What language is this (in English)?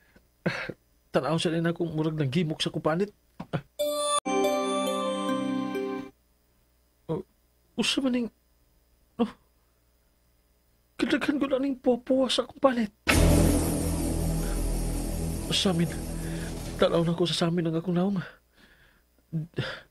Cebuano